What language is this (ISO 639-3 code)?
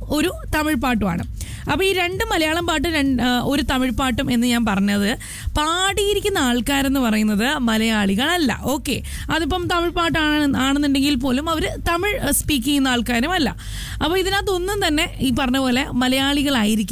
mal